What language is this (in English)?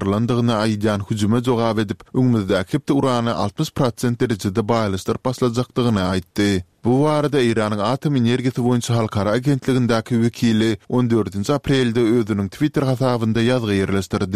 Turkmen